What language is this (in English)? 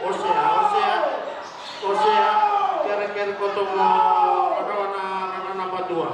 Fijian